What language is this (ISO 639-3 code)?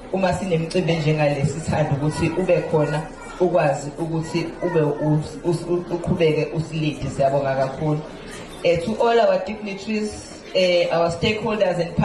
zul